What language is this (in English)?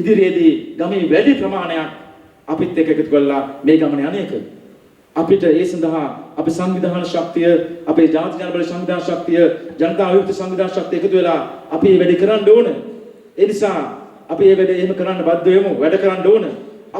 Sinhala